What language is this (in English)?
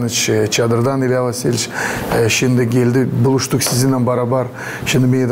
Gagauz